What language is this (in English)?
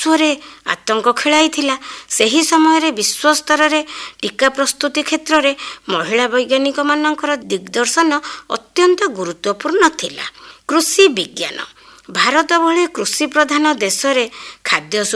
Odia